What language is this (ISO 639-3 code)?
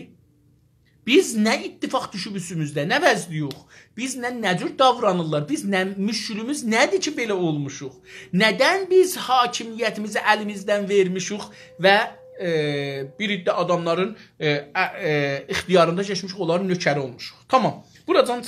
azb